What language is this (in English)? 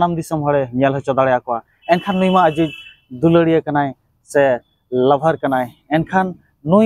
Santali